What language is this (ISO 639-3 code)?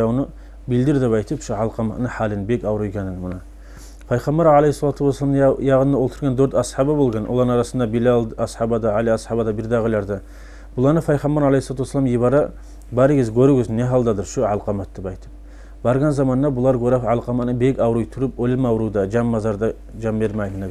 kum